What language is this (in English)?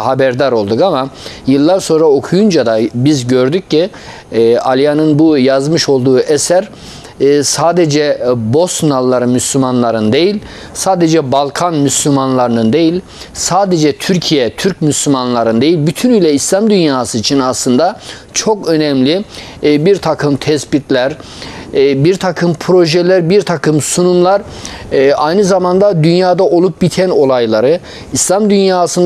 Turkish